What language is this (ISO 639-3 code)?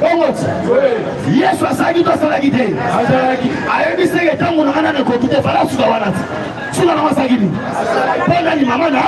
lin